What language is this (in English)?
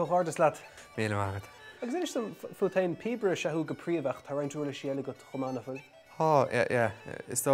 Irish